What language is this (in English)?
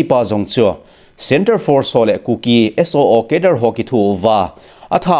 Thado Chin